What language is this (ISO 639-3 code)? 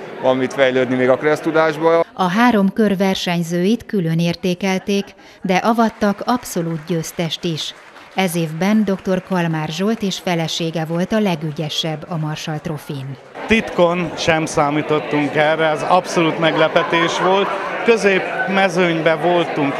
hun